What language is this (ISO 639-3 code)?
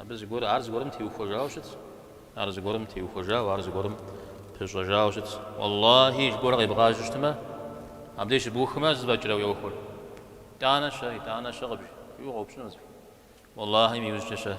kbd